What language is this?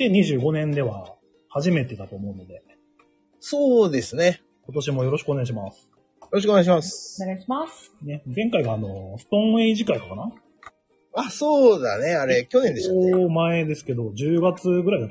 Japanese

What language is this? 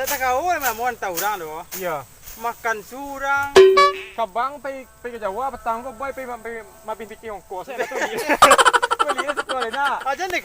Minangkabau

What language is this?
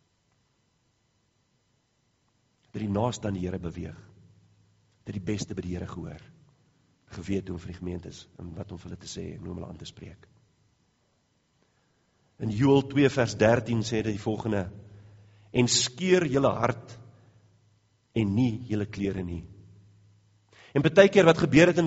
Afrikaans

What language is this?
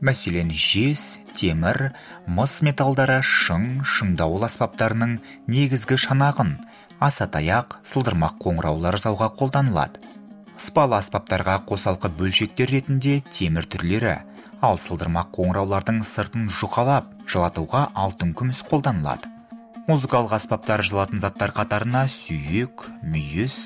Kazakh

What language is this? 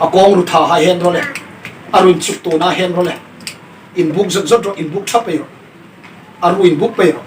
Hmar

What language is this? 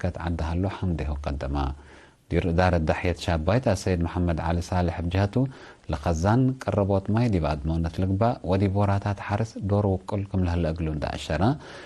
Tigre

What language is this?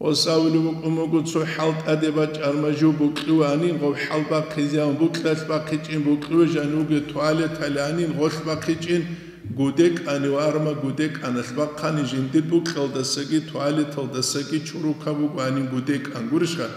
Avaric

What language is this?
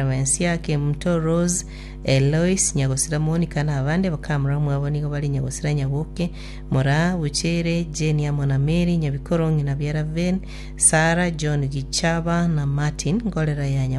Gusii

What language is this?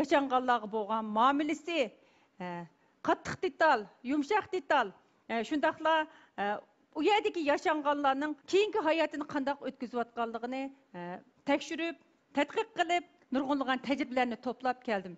Uyghur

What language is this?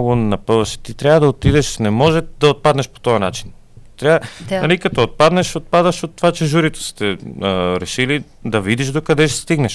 Bulgarian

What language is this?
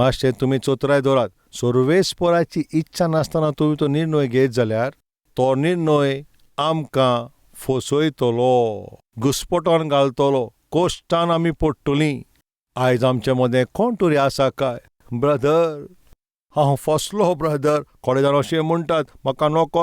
Konkani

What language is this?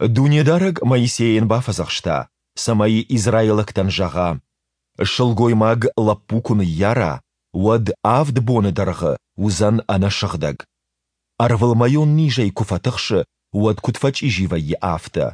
Ossetic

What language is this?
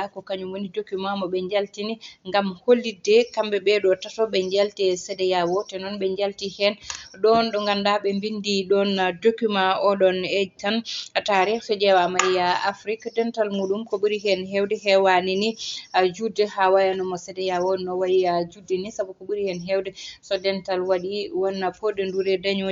Fula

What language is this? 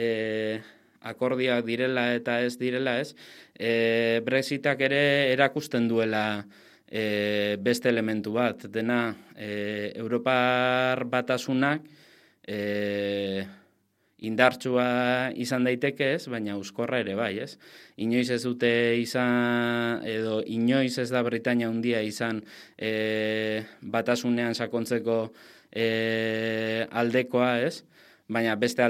Basque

